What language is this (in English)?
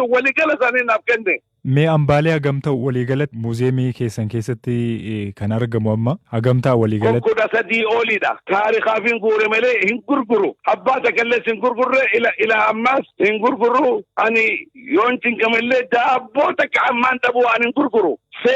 Oromo